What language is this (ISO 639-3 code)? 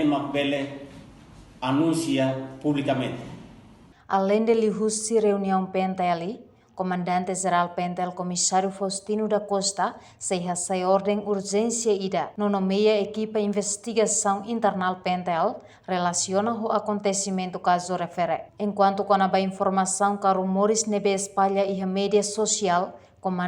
tet